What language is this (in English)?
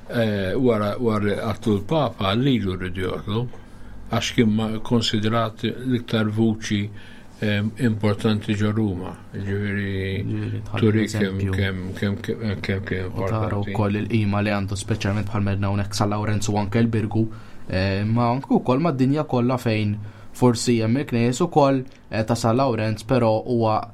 Maltese